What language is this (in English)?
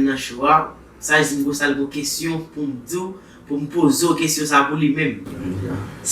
Haitian Creole